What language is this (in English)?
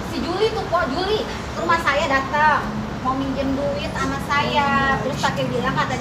Betawi